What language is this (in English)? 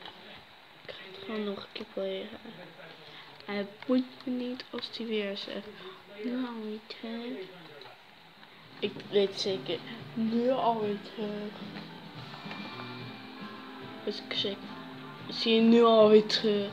Dutch